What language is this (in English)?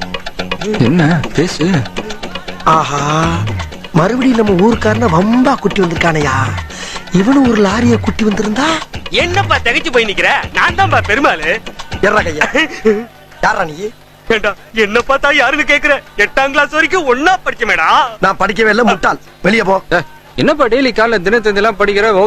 Tamil